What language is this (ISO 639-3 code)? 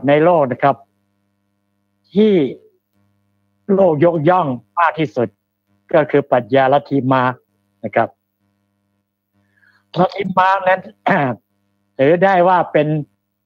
tha